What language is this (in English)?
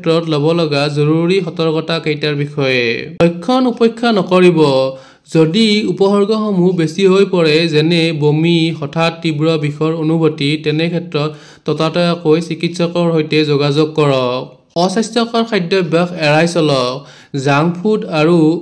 Assamese